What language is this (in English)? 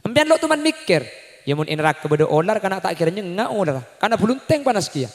Madurese